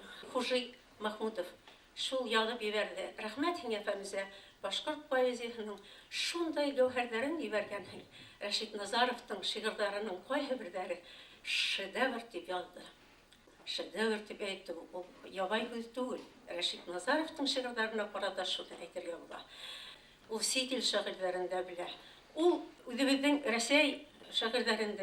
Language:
Bashkir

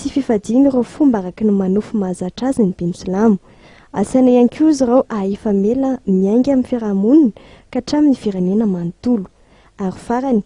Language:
Malagasy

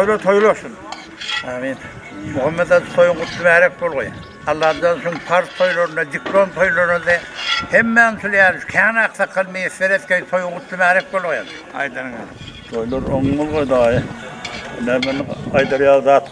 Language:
Turkmen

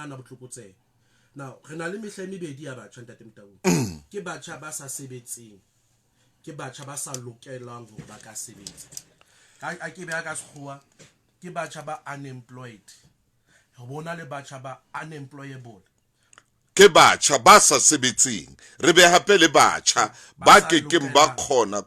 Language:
Southern Sotho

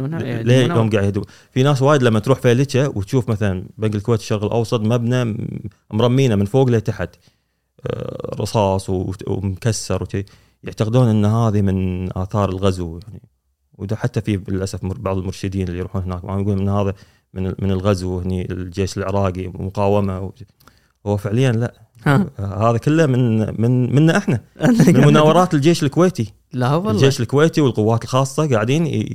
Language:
Gulf Arabic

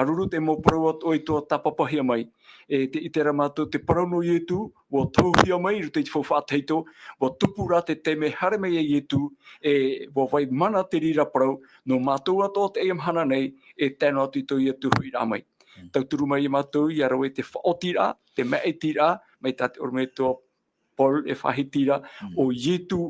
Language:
Tahitian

